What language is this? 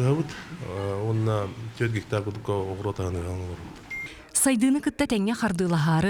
Yakut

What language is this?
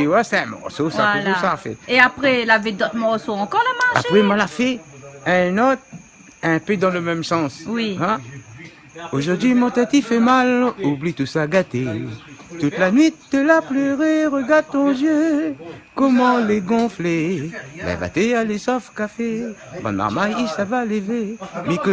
Réunion Creole French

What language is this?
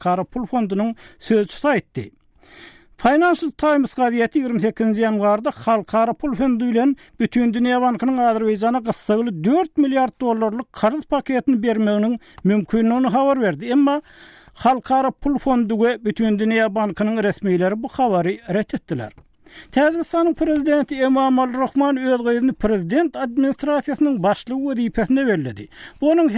Turkmen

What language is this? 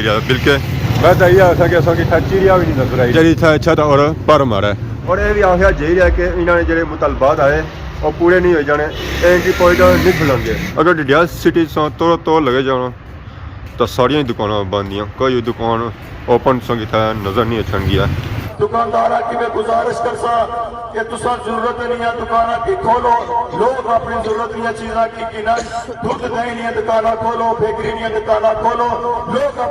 Pahari-Potwari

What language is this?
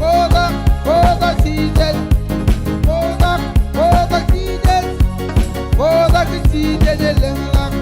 Marshallese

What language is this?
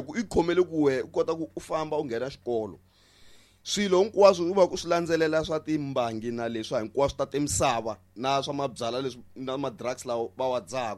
Tsonga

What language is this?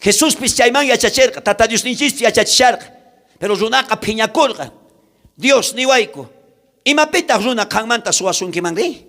South Bolivian Quechua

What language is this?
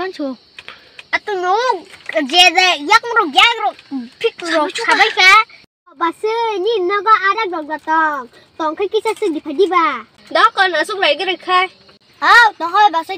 Kok Borok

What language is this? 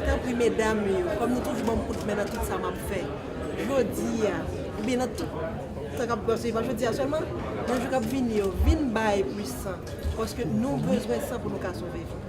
Haitian Creole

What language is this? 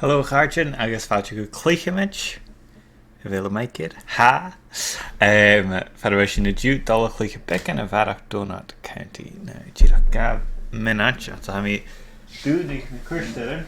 Scottish Gaelic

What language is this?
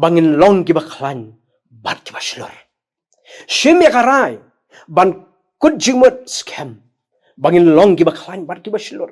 Khasi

